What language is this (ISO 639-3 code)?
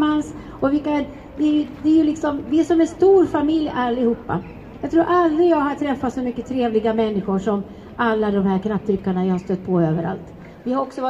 swe